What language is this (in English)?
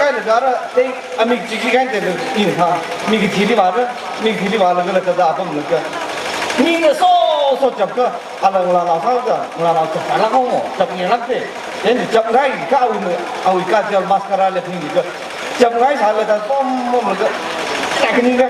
Tangkhul Naga (India)